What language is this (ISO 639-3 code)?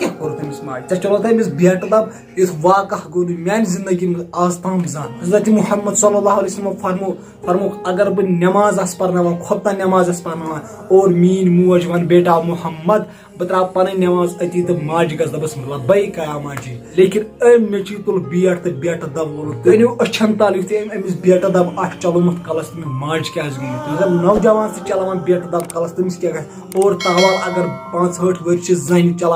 kas